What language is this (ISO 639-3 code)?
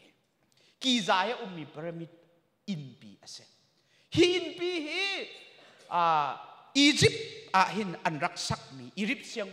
cnh